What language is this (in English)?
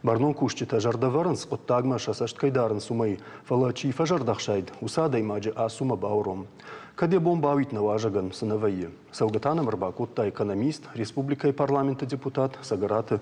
Ossetic